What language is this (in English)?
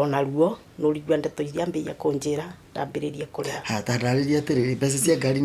Kikuyu